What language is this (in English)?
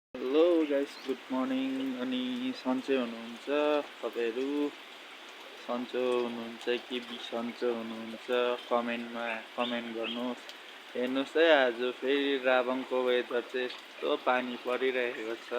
Nepali